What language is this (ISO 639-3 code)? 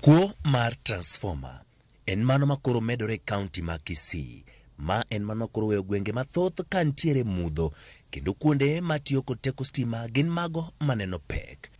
luo